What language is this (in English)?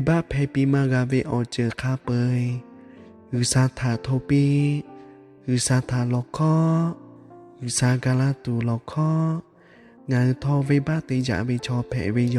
Lahu